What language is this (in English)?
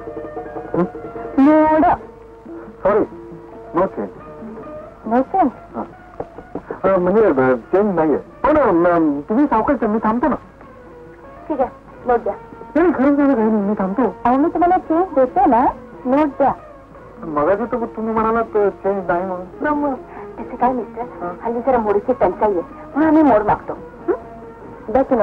Marathi